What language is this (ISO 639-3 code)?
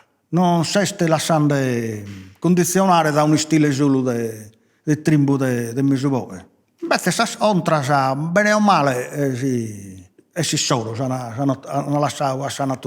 srd